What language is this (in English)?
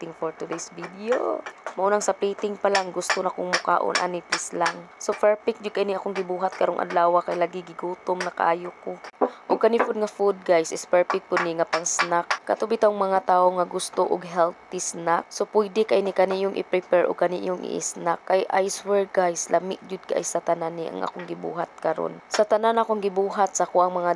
Cebuano